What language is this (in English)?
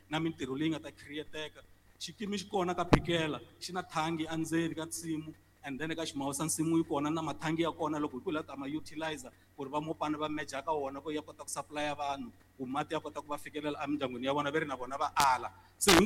Tsonga